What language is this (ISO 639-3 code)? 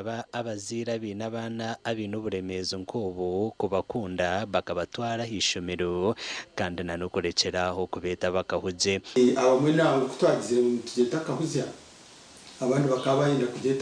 nyn